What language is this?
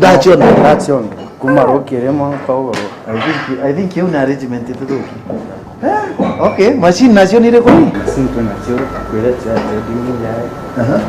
Meru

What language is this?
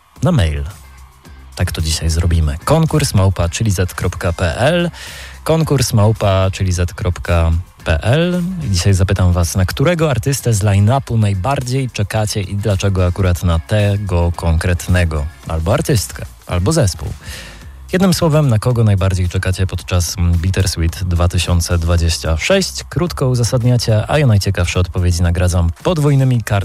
Polish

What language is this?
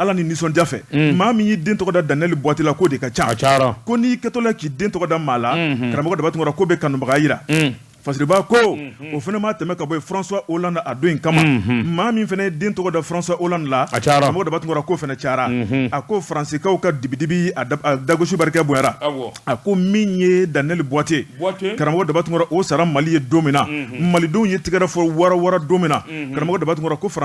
Bambara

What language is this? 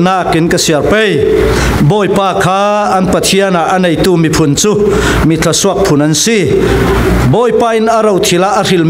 Falam Chin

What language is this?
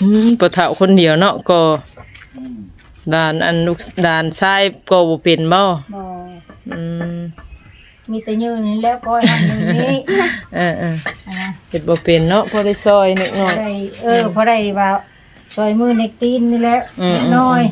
Northeastern Thai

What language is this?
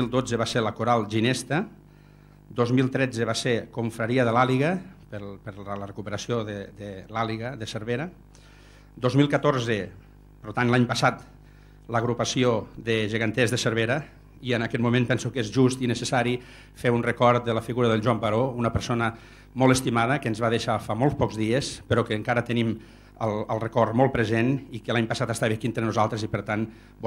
Catalan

